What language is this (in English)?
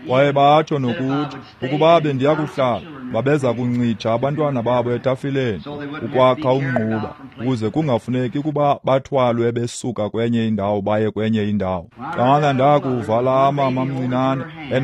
Xhosa